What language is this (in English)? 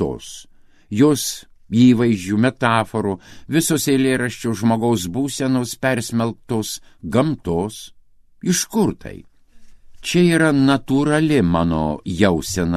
Lithuanian